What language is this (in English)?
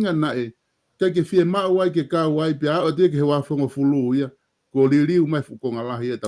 Tongan